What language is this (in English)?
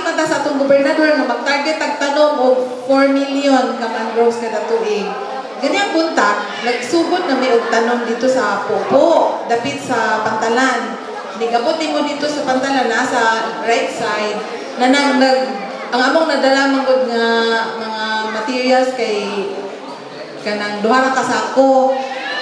Cebuano